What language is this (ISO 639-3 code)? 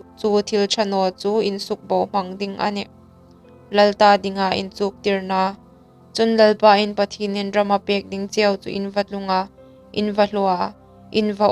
hmr